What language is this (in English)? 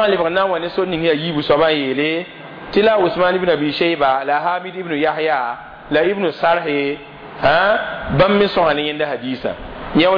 Mossi